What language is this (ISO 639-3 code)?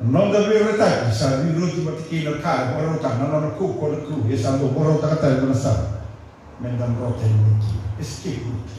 fij